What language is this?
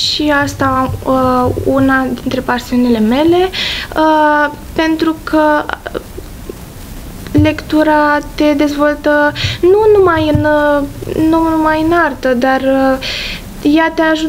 Romanian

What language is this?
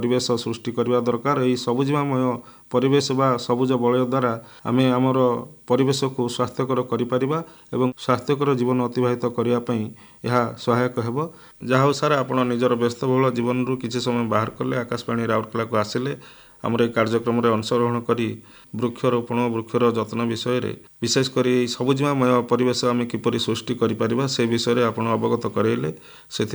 Odia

